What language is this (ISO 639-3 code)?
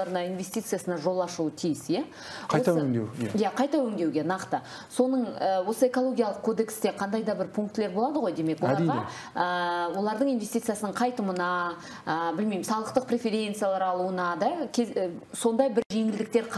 kaz